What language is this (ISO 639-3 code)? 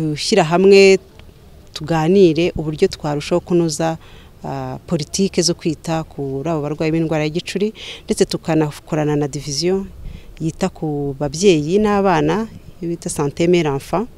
kin